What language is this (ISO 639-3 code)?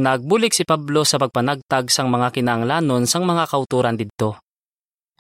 hil